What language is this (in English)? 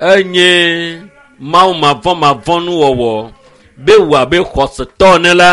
Ewe